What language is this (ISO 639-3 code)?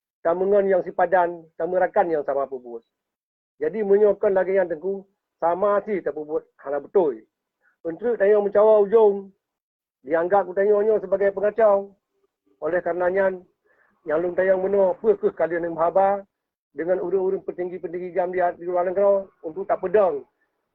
ace